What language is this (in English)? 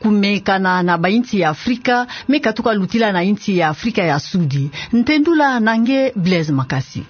Kituba (Democratic Republic of Congo)